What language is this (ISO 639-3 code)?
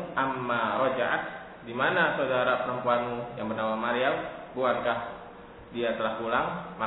ind